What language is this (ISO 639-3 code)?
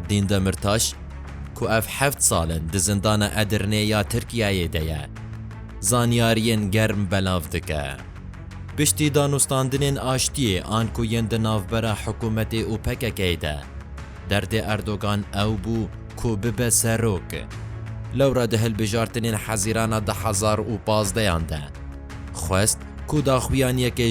kur